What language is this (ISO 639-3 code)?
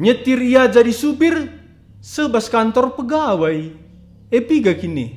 btx